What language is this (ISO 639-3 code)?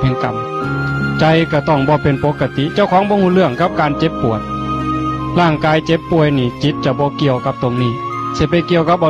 tts